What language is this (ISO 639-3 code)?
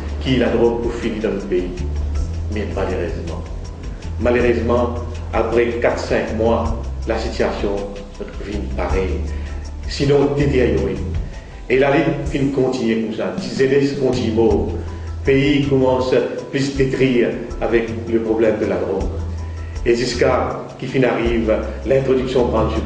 mfe